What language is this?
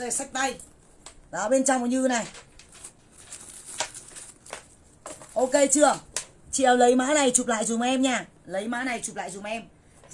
Vietnamese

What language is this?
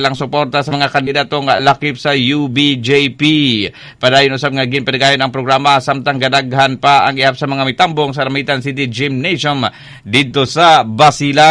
Cebuano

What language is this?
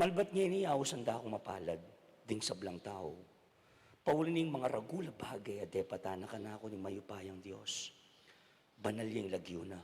Pampanga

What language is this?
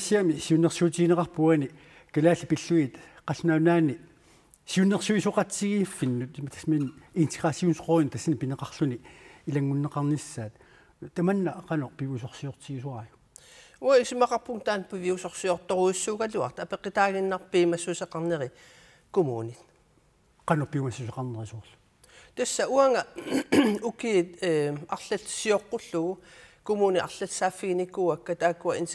Kalaallisut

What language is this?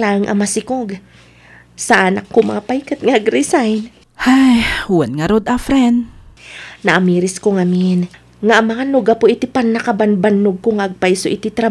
Iloko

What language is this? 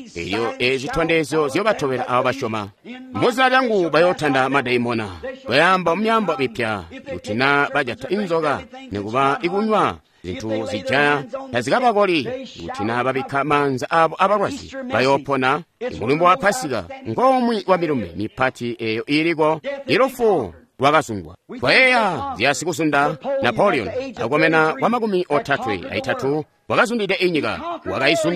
Tonga (Zambia)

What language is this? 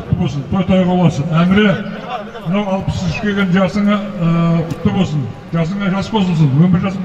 Kazakh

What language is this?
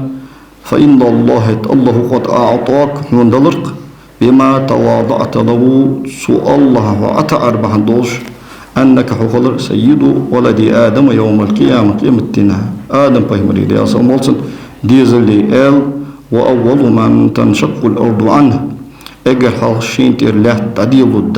Ingush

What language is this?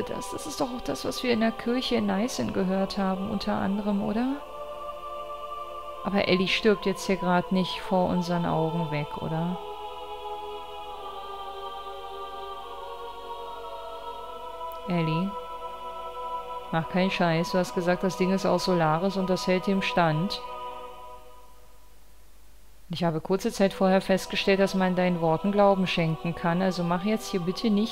German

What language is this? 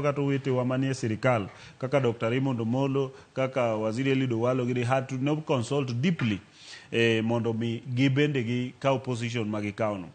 Luo (Kenya and Tanzania)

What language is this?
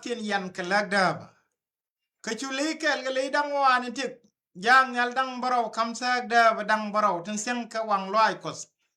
Nuer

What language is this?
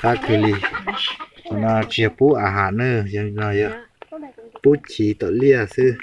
Hmong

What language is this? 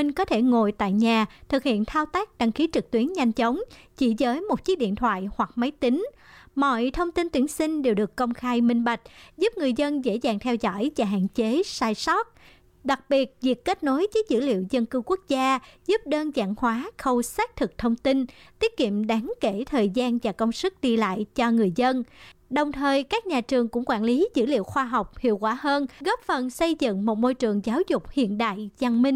Vietnamese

